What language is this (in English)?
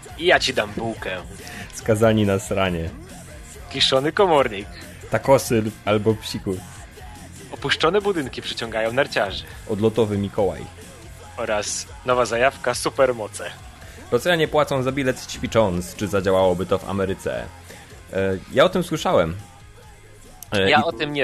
Polish